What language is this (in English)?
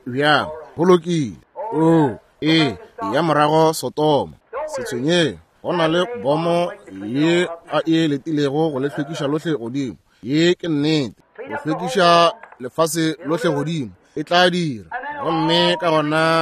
Northern Sotho